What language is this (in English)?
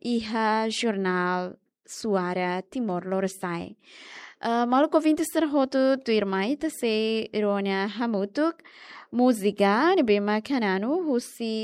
Tetum